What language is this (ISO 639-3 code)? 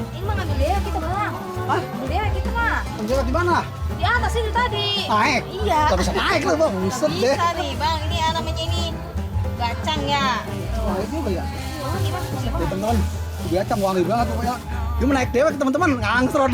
bew